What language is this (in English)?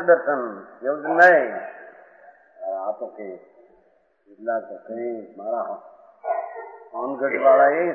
Gujarati